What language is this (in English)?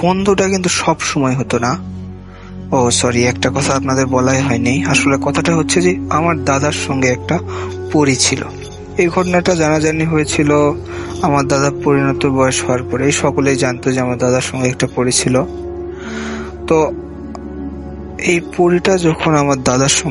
Bangla